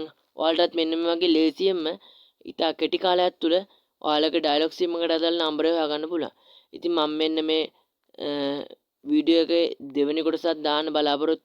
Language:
Sinhala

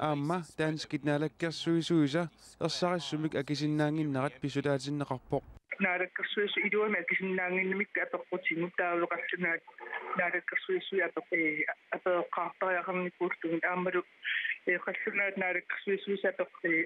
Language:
Kalaallisut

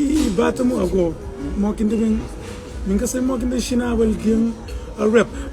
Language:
Kabuverdianu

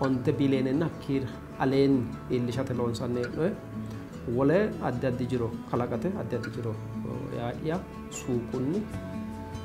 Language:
Sidamo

